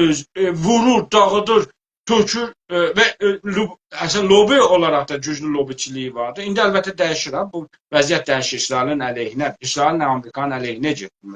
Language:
South Azerbaijani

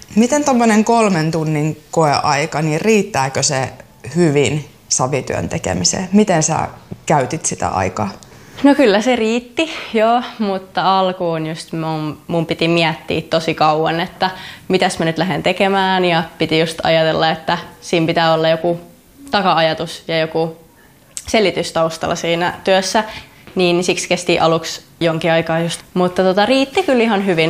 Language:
Finnish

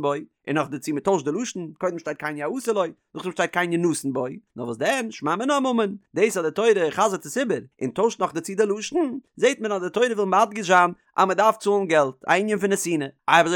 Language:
Yiddish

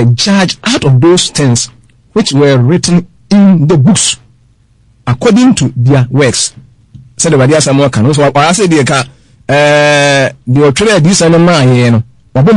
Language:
Akan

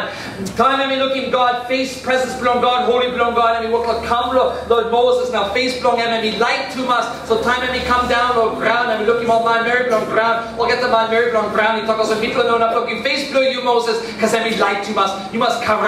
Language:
Tok Pisin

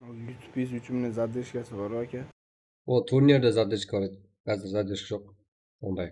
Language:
Kara-Kalpak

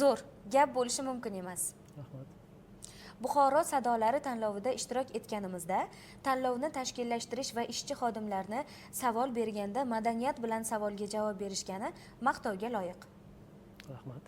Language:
Uzbek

